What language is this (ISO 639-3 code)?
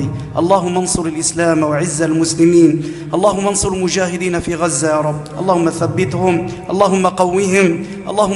ara